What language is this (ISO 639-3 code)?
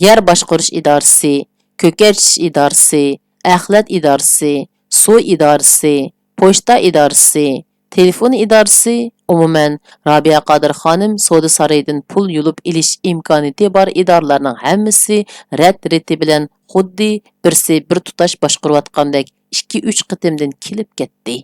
uig